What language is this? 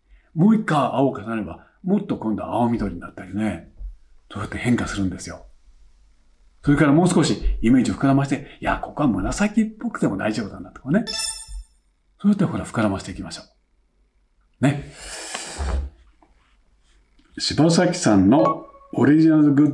Japanese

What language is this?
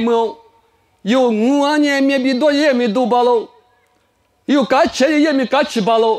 Lisu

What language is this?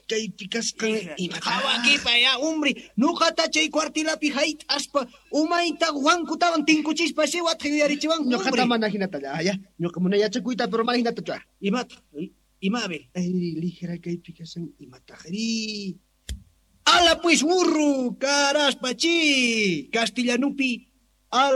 South Bolivian Quechua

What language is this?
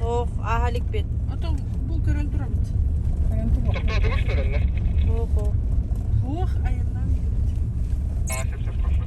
Yakut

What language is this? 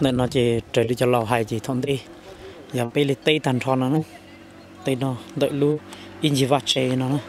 Hmong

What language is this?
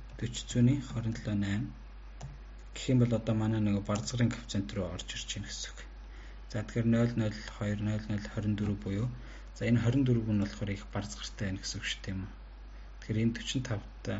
Mongolian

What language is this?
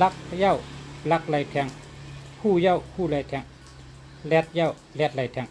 Shan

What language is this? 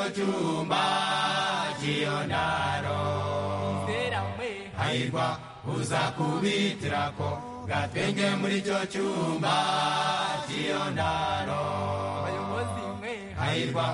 Kinyarwanda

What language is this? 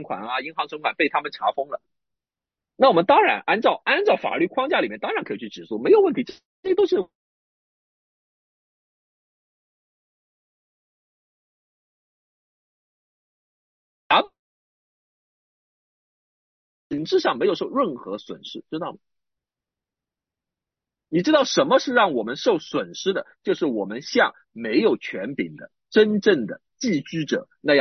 Chinese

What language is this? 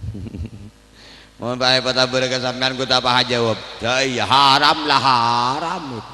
Madurese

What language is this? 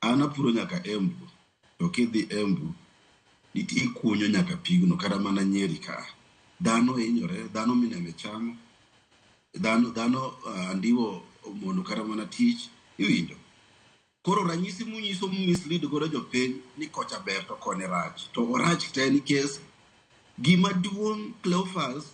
Luo (Kenya and Tanzania)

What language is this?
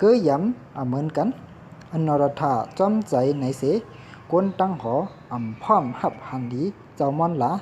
Shan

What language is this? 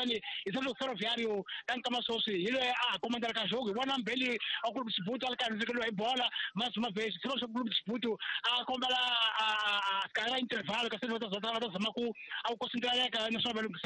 Tsonga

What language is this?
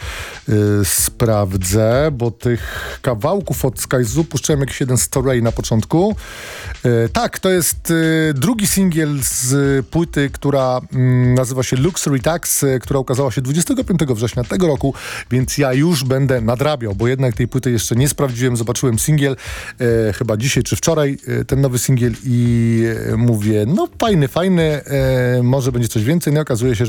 Polish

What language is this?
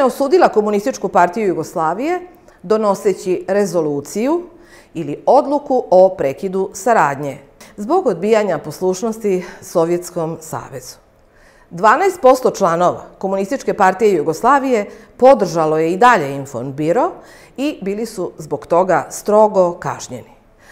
Serbian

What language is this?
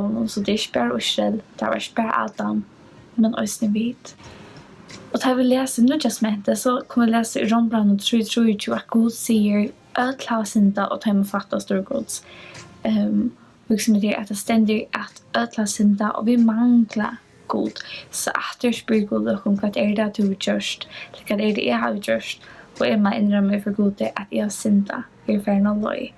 Faroese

